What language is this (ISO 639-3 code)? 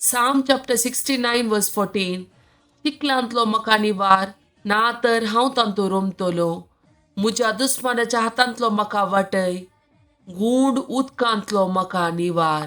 kok